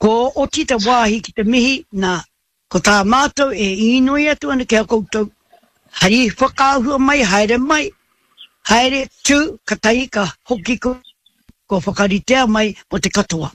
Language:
Māori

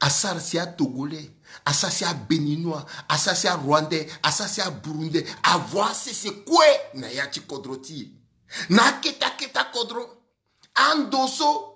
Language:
Sango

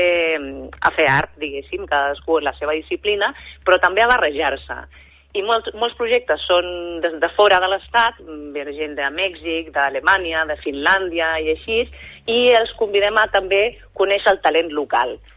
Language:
Catalan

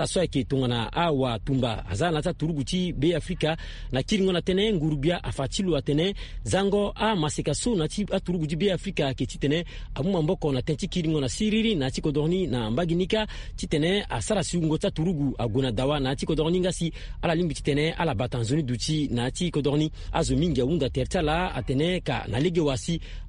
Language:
Sango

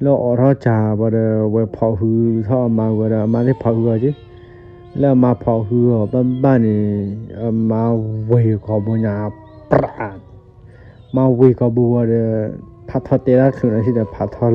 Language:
S'gaw Karen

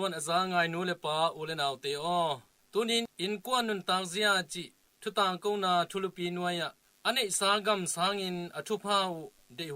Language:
Tedim Chin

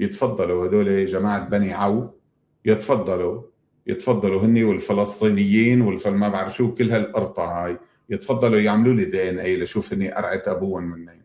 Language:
North Levantine Arabic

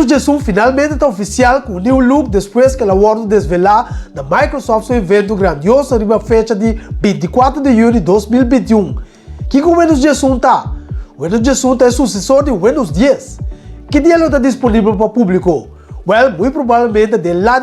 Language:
Papiamento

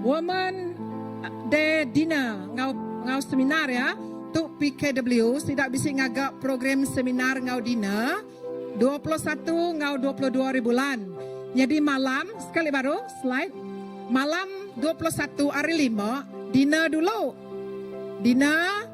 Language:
Iban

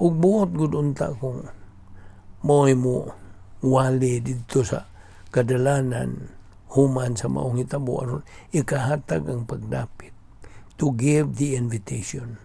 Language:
Cebuano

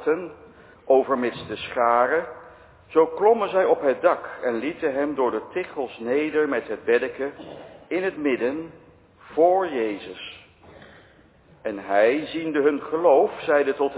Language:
Dutch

